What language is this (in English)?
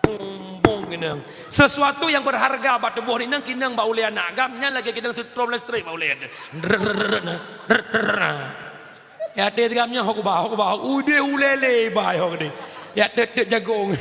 Achinese